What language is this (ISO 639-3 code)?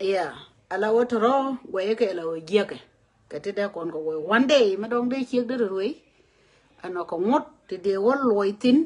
nus